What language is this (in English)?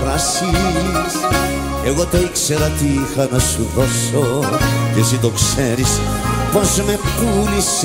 Greek